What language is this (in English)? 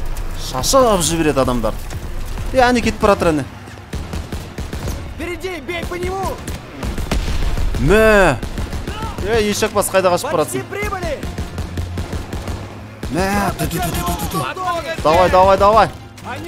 Kazakh